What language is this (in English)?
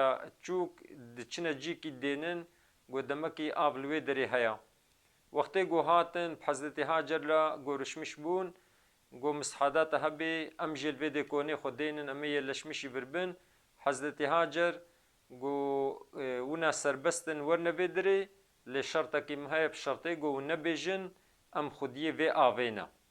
Kurdish